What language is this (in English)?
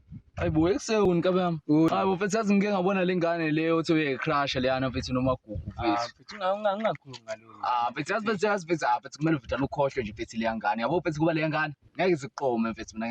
Zulu